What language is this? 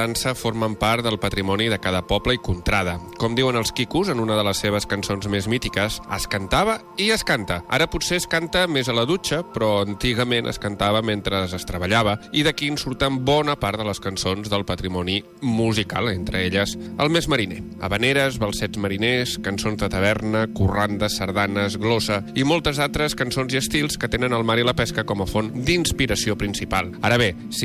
Catalan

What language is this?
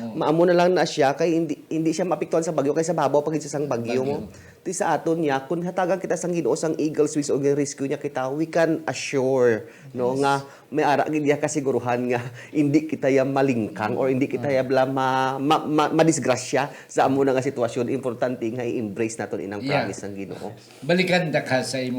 Hiligaynon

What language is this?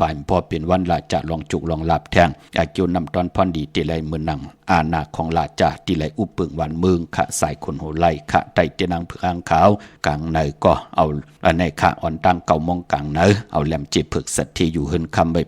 Shan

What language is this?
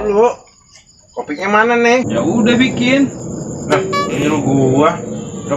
Betawi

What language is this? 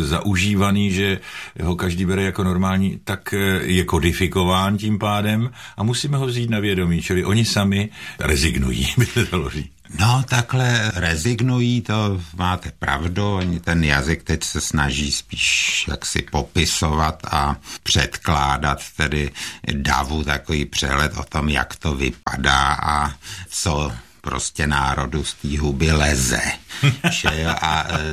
Czech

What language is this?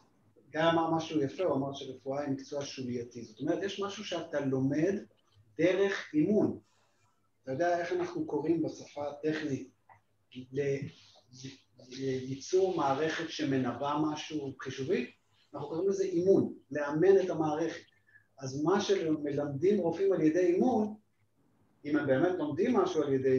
Hebrew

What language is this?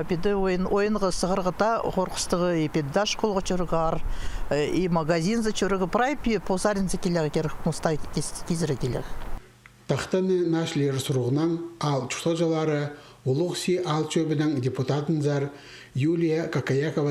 Khakas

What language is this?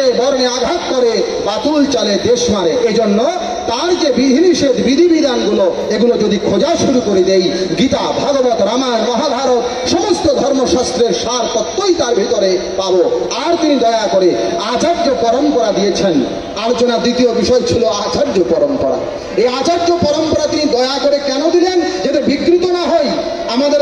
Bangla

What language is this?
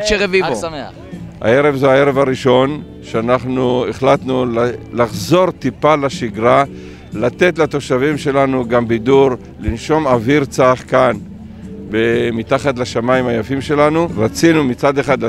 Hebrew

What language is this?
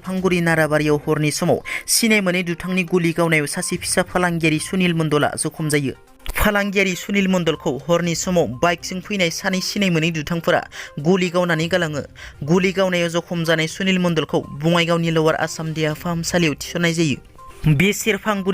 Bodo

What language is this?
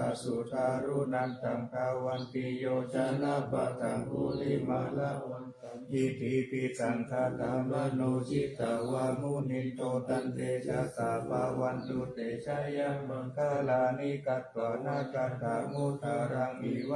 Pali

